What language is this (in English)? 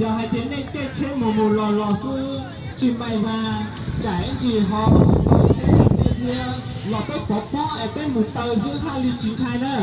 Hmong